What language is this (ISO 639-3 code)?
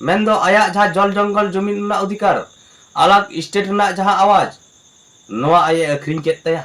sat